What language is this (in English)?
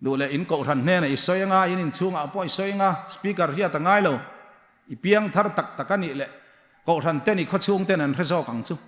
Hmar